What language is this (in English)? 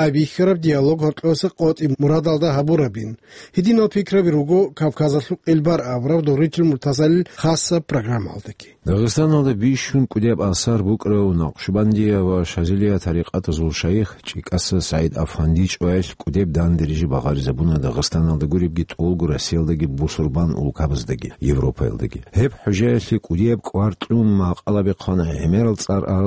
Avaric